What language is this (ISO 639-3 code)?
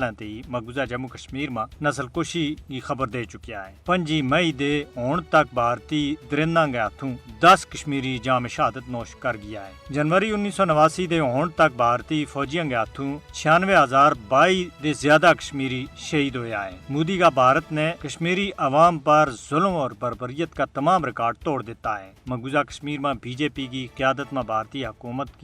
gju